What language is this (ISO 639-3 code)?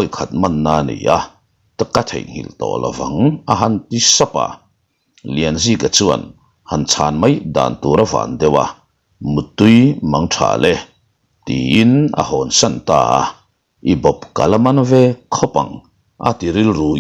lus